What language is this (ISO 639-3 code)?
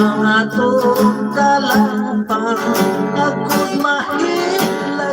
hil